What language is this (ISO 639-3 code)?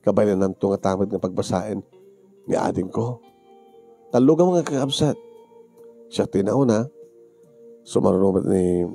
ilo